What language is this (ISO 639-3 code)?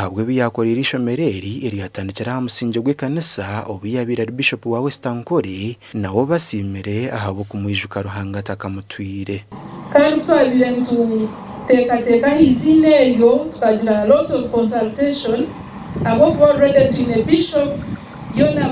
nyn